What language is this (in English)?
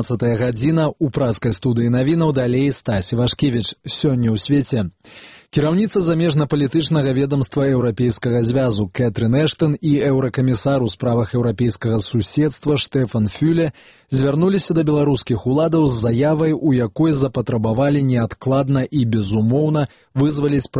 Belarusian